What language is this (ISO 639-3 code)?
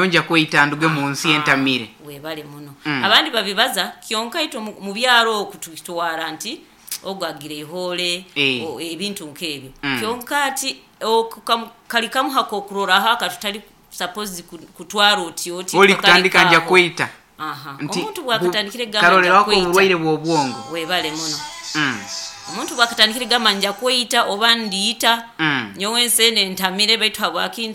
nyo